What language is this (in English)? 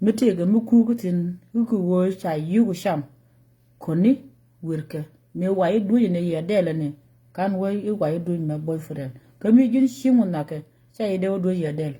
Nuer